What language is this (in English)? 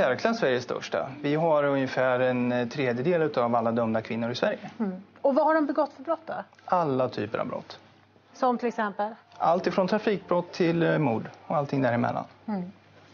Swedish